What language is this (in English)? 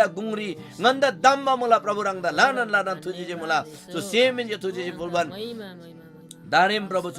Eastern Tamang